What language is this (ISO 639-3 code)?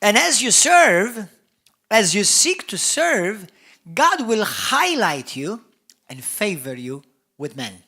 eng